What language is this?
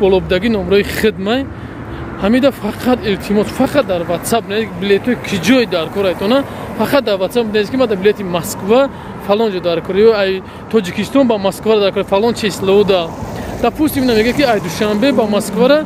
Tajik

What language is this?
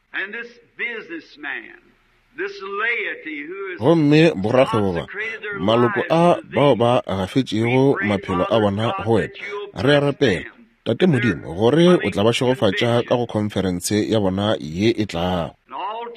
Northern Sotho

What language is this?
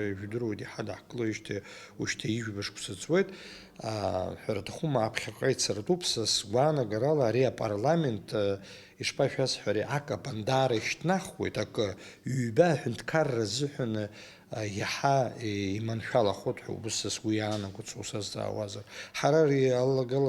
Abkhazian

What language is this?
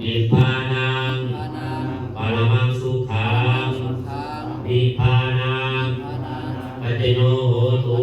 Pali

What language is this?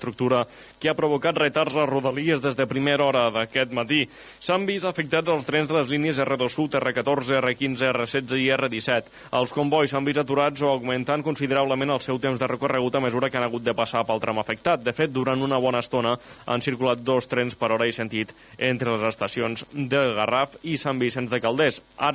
Catalan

